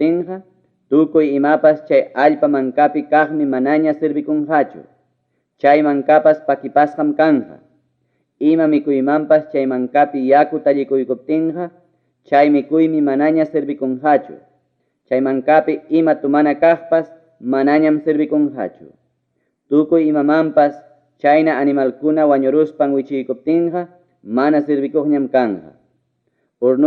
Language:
Ayacucho Quechua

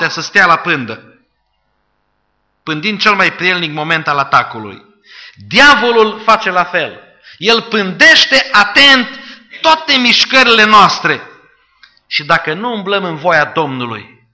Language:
Romanian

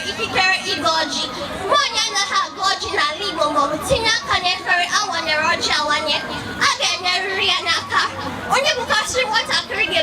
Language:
Igbo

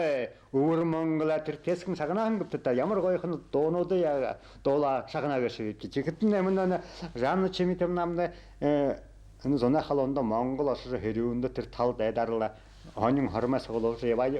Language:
Buriat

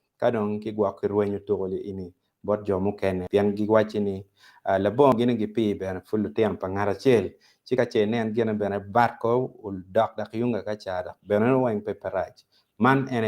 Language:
Acoli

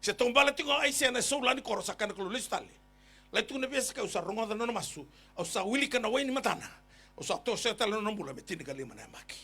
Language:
Fijian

